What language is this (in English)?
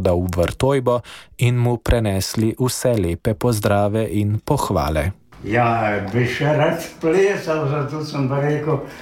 Slovenian